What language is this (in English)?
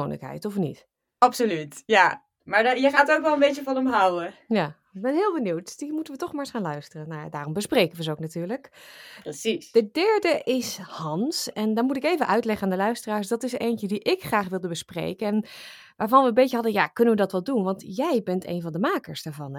Dutch